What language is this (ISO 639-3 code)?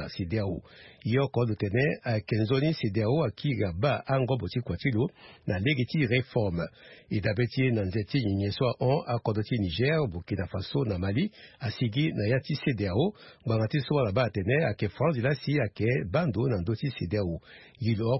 sag